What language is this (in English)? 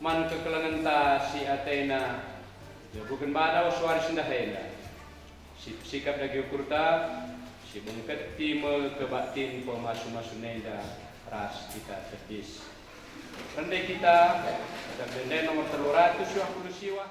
Batak Karo